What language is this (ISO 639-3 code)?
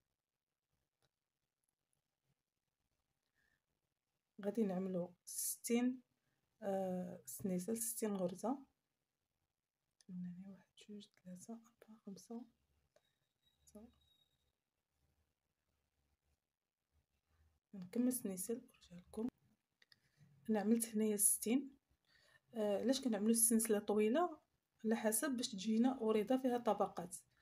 ary